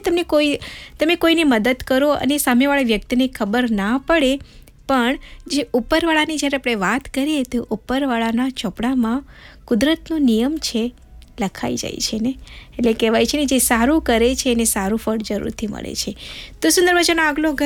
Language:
Gujarati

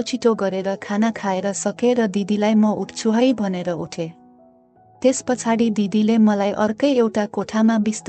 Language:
Nepali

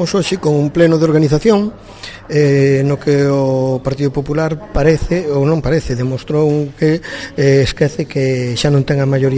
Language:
Galician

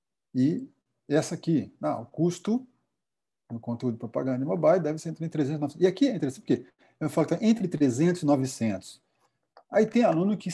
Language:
Portuguese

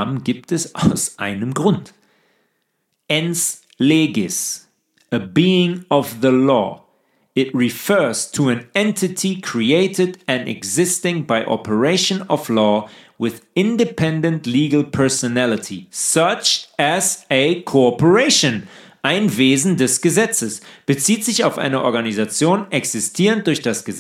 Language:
German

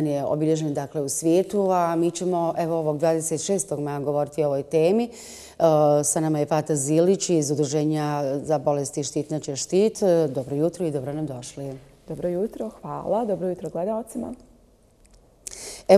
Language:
Bosnian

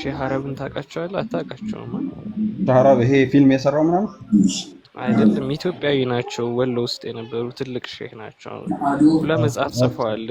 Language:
Amharic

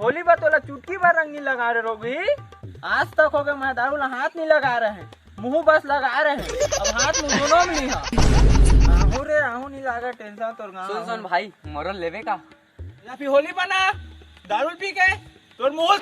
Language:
Chhattisgarhi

